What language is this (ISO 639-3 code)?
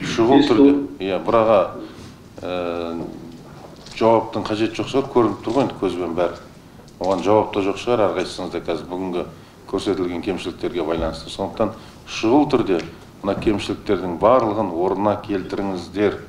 kaz